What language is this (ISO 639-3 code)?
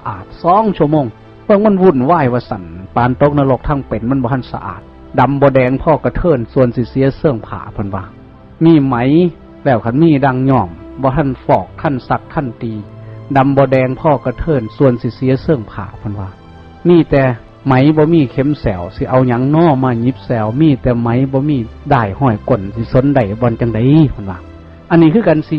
tts